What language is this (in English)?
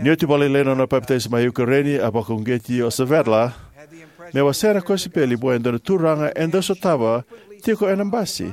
Fijian